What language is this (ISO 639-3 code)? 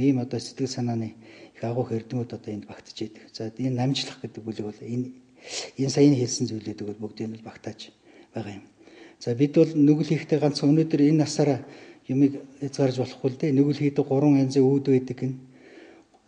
mon